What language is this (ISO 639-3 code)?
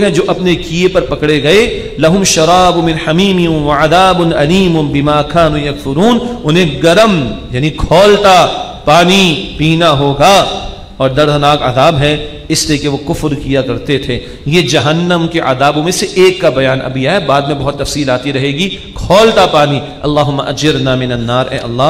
urd